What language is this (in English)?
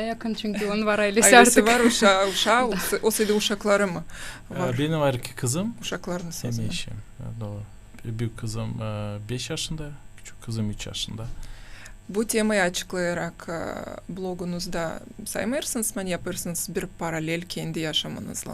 Gagauz